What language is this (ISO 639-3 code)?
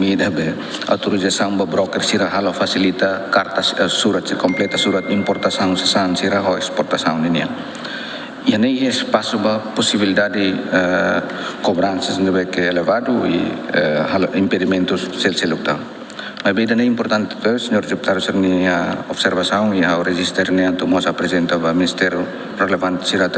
tet